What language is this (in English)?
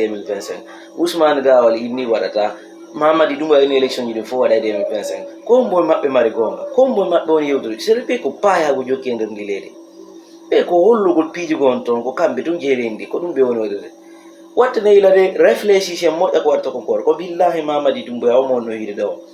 Fula